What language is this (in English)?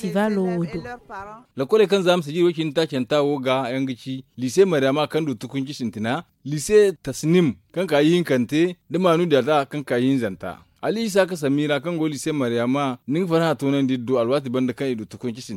Zarma